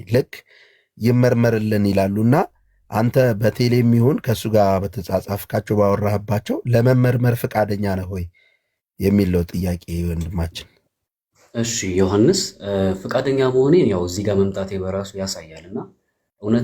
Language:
Amharic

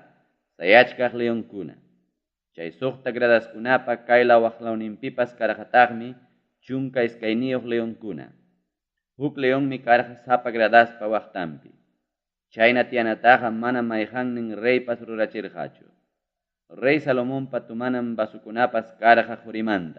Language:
Ayacucho Quechua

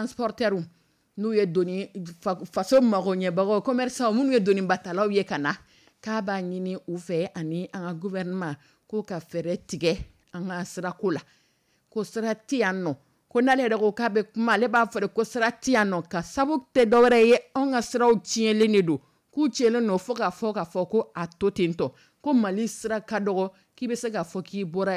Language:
Dyula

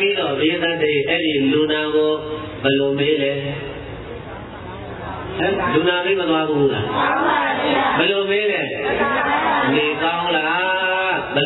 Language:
Burmese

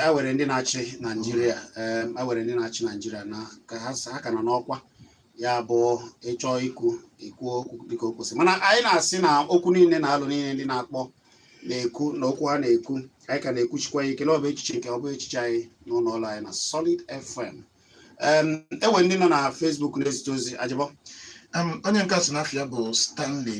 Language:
Igbo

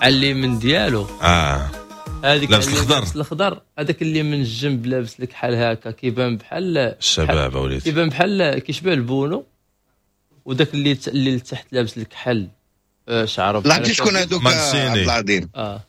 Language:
Moroccan Arabic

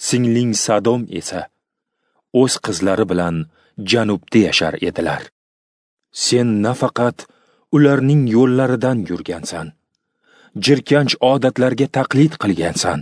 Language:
Uzbek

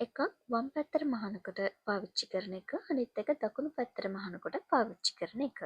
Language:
Sinhala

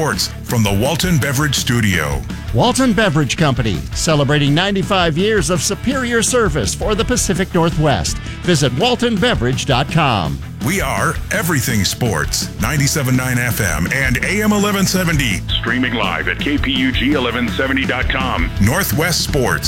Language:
English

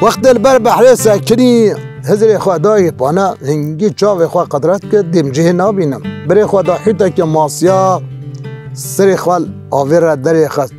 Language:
Kurdish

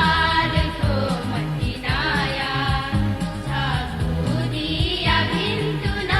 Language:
Newari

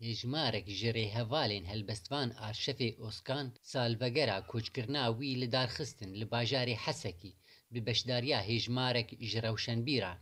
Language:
Kurdish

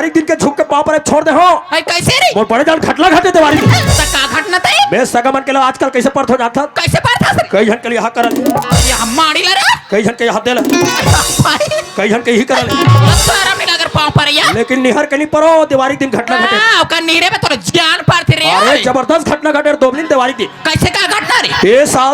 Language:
Chhattisgarhi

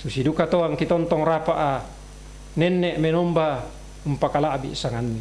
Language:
Toraja-Sa'dan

